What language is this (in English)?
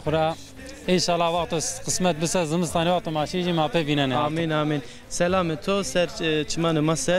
Zaza